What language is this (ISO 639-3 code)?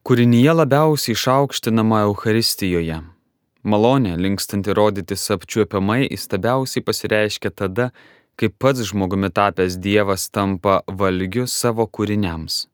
lit